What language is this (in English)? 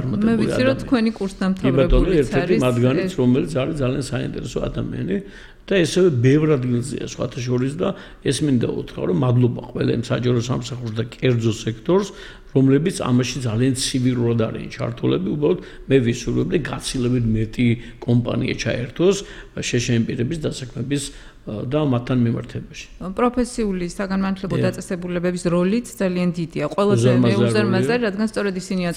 Georgian